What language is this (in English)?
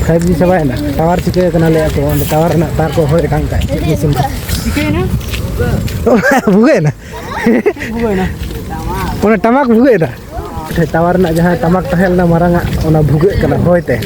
Santali